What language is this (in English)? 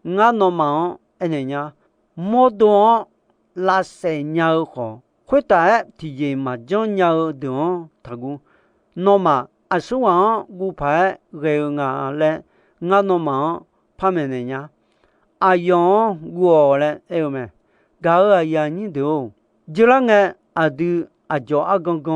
Akha